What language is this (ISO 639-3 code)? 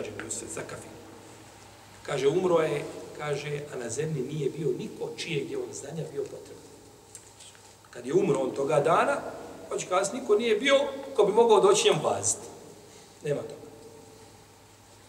bos